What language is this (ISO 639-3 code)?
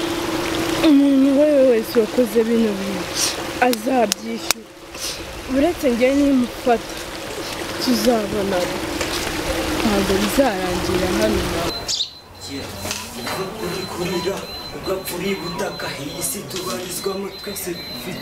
kin